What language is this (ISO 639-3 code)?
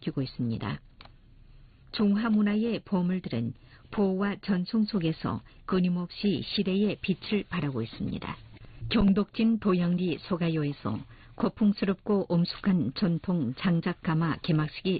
kor